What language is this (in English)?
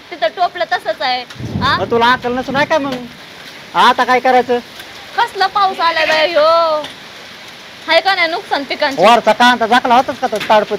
Marathi